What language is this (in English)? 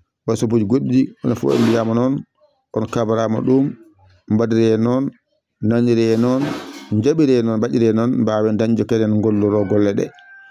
Fula